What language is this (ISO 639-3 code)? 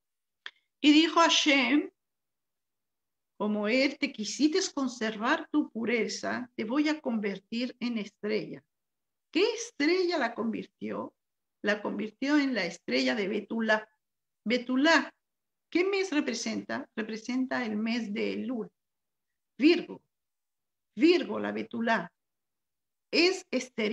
spa